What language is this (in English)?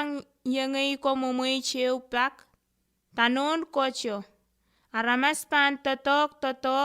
Pohnpeian